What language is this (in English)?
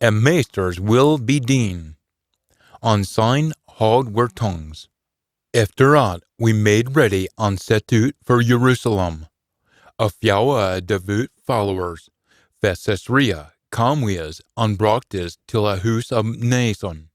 Scots